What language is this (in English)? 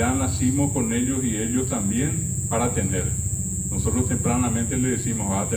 Guarani